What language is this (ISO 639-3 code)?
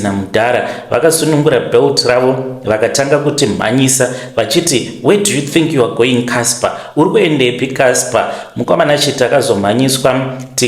sna